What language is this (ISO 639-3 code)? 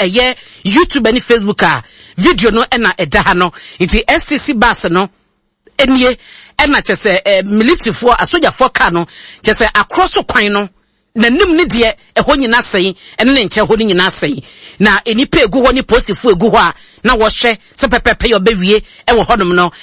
aka